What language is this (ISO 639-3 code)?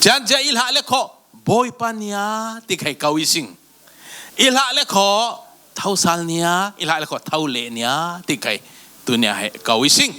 cfm